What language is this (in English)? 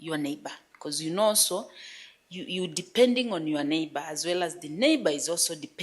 Kamba